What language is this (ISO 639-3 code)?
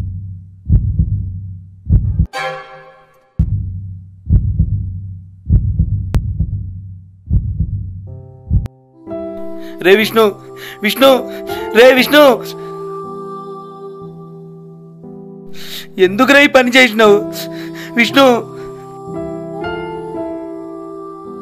tel